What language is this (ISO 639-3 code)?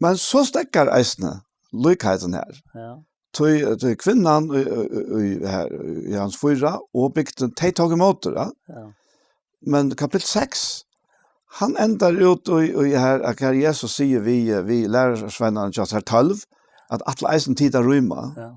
fao